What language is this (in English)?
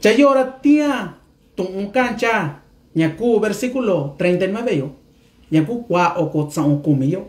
Mixtepec Mixtec